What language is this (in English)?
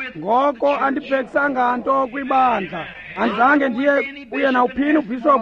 Xhosa